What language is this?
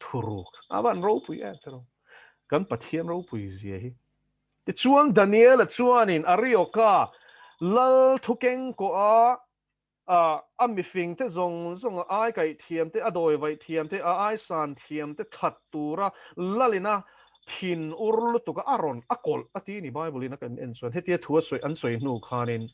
Mizo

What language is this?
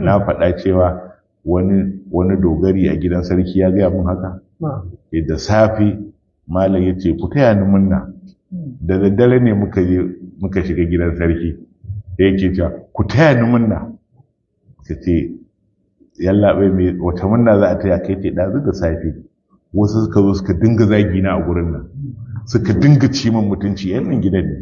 Hausa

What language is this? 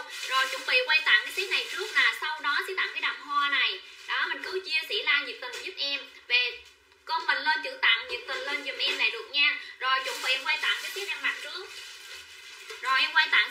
Vietnamese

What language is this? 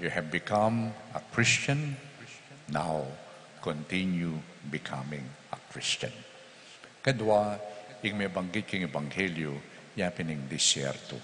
Pampanga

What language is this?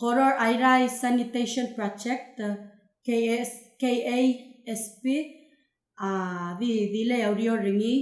Palauan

